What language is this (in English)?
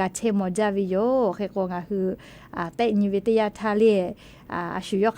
Lahu